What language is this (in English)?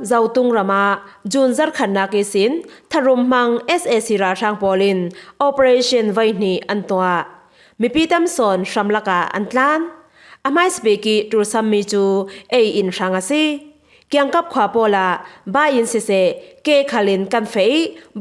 Falam Chin